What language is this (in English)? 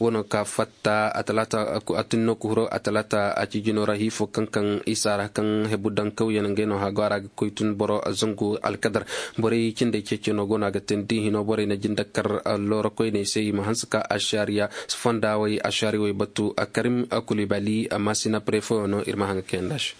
Koyraboro Senni